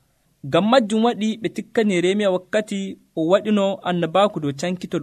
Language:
Nigerian Fulfulde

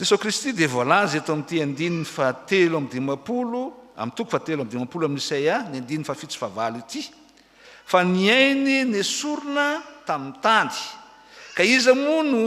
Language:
Malagasy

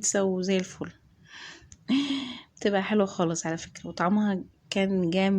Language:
Egyptian Arabic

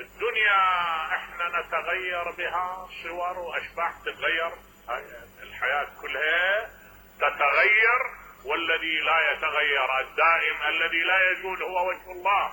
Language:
Mesopotamian Arabic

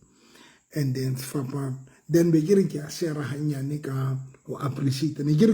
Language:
Southern Sotho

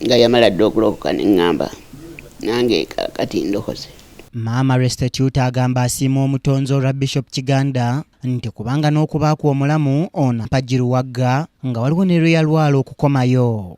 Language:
Ganda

